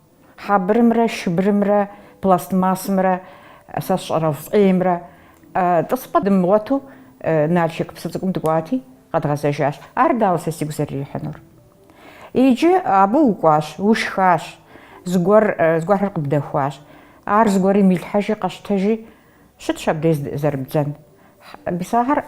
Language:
Kabardian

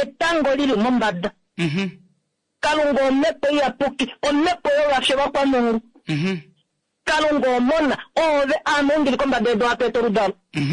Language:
Kuanyama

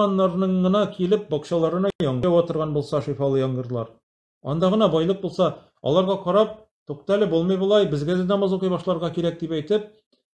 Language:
Tatar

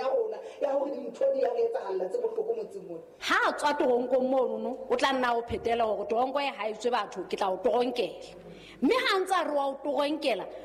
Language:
Southern Sotho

